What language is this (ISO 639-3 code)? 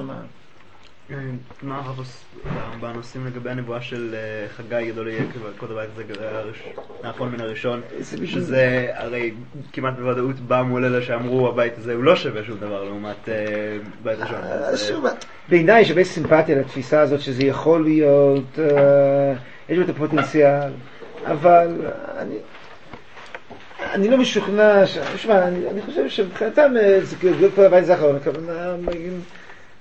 heb